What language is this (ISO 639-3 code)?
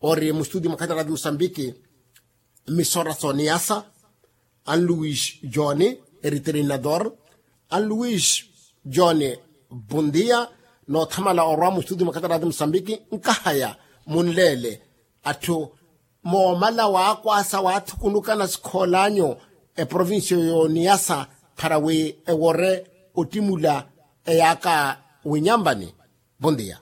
vmw